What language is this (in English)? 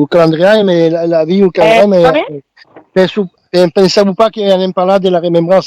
Occitan